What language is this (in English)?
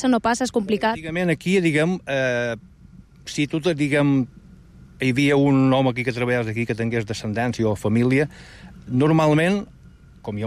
Catalan